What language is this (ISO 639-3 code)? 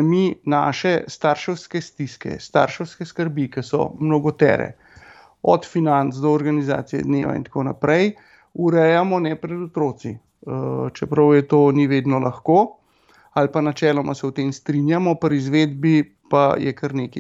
slv